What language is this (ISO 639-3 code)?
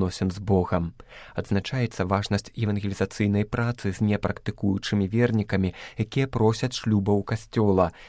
bel